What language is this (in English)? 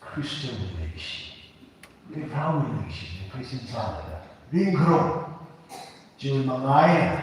Tangkhul Naga (India)